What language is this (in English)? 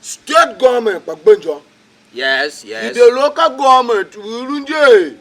Tiv